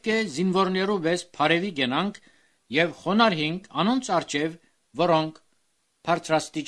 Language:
Armenian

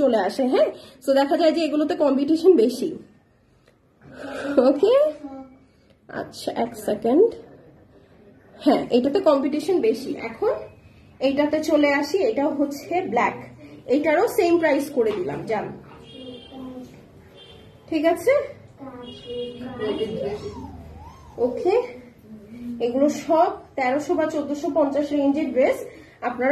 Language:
Bangla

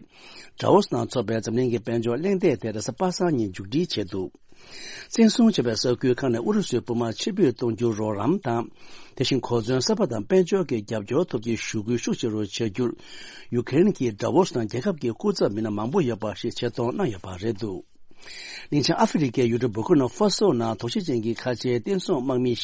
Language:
Tibetan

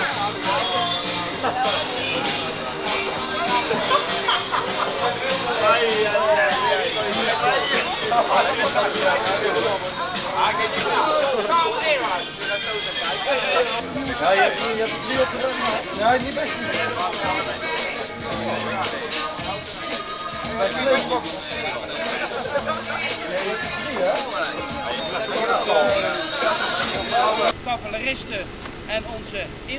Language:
Dutch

